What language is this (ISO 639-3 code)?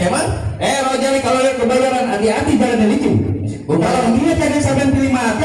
bew